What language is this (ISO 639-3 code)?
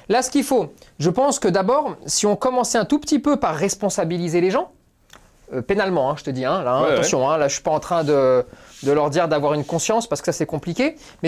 fra